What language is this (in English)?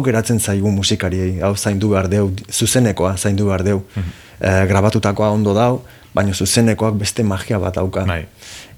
Basque